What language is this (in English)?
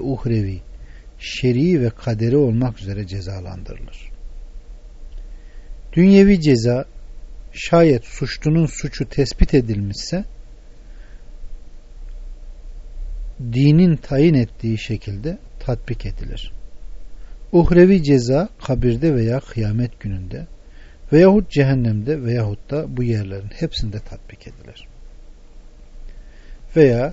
Turkish